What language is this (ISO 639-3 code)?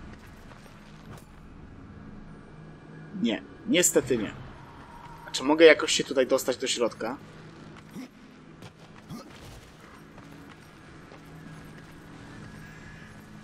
pol